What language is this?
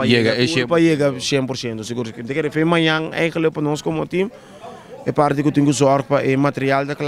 Papiamento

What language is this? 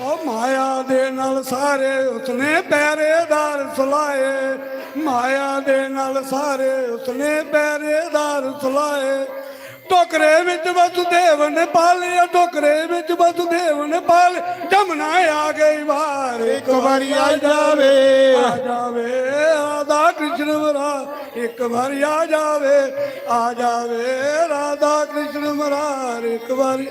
Dogri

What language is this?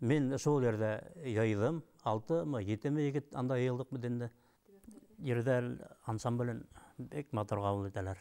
Bashkir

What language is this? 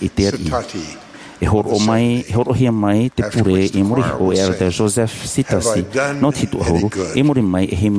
Tahitian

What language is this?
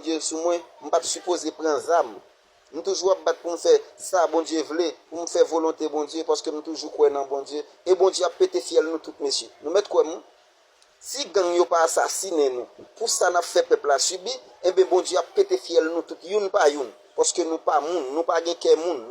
Haitian Creole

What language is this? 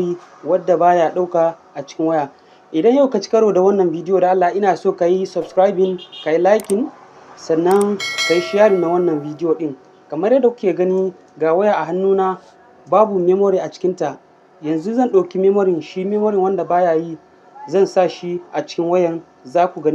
Hausa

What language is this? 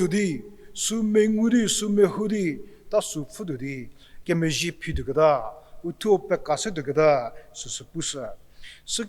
Angami Naga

